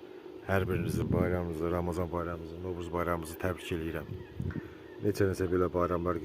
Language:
Azerbaijani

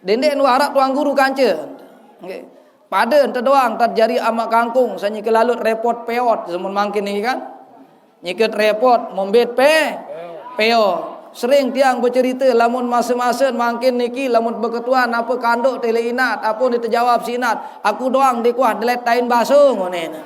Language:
Sasak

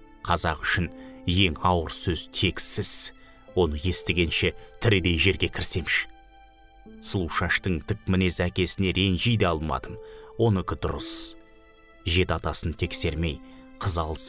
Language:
Kazakh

